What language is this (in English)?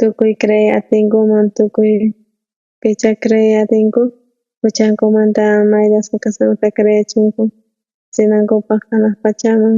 South Bolivian Quechua